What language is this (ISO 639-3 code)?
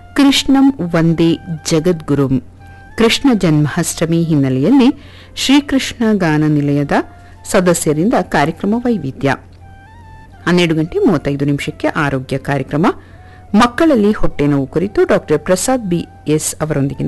kan